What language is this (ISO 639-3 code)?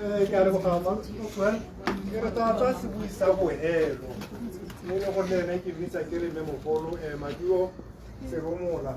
tsn